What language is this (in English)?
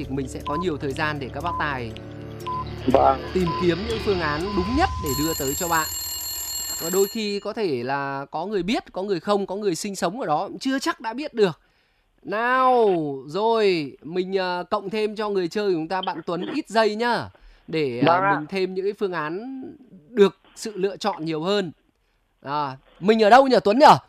Vietnamese